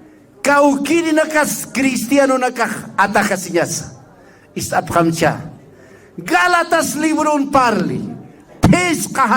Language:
Aymara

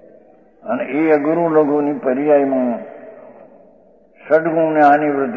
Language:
Gujarati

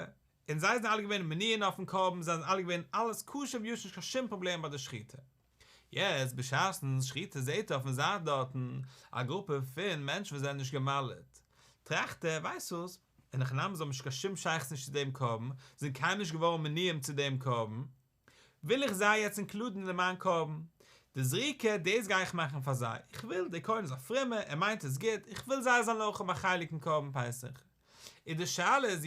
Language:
Yiddish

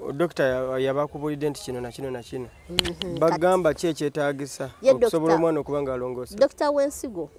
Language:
Ganda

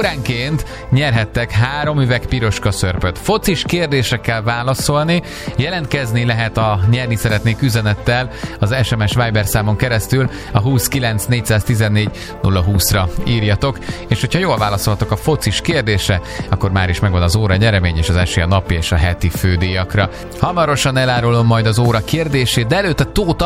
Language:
Hungarian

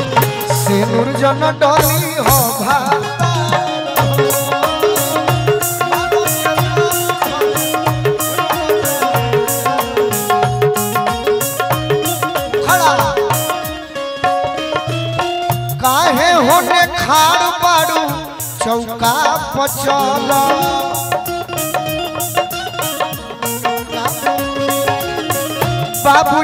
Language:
Bhojpuri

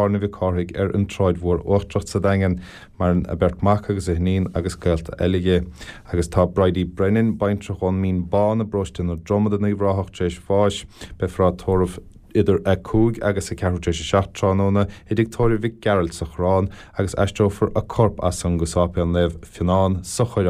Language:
Irish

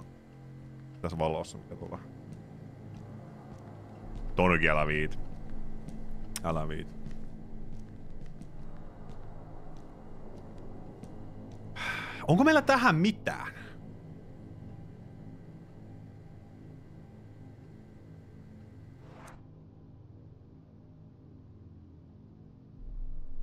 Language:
Finnish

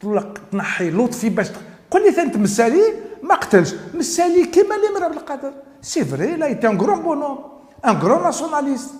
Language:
Algerian Arabic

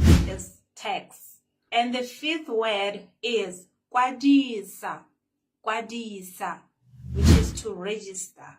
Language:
Tswana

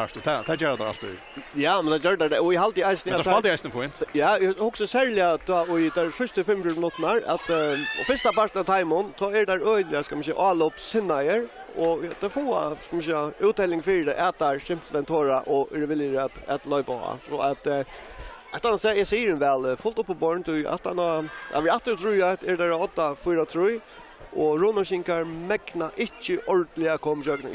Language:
Faroese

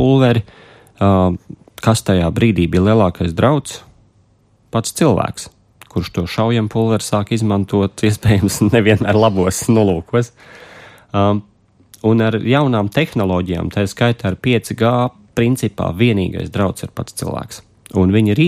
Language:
Latvian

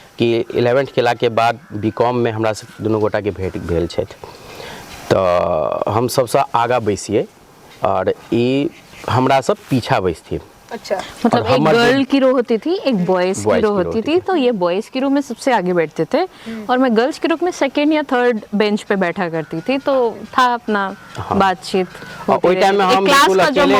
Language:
Maithili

